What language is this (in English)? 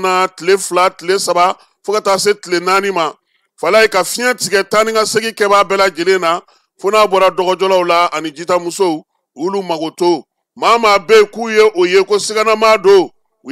Bambara